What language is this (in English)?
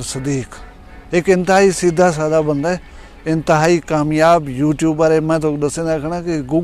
Saraiki